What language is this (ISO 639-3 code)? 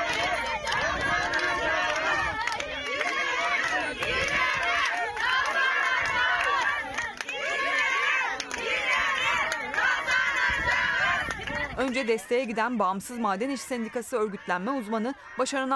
tur